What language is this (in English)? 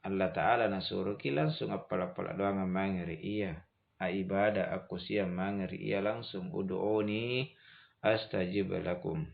Makasar